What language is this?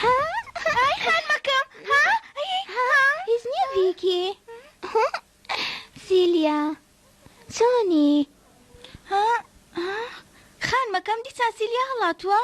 Central Kurdish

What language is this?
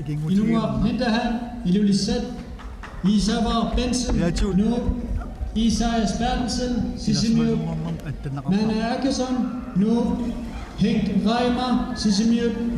Kalaallisut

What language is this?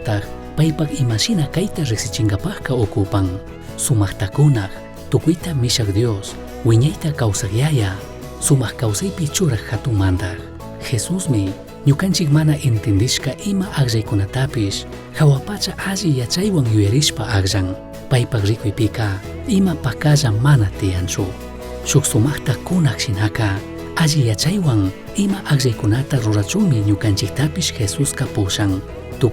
Chimborazo Highland Quichua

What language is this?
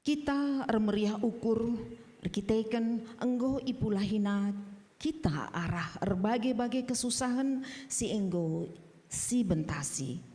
Batak Karo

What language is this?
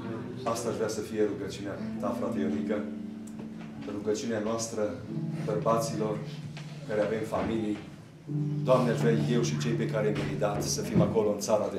Romanian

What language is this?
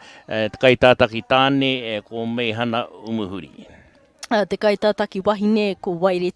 Māori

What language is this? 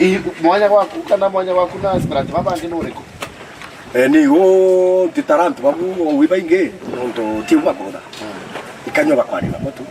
Meru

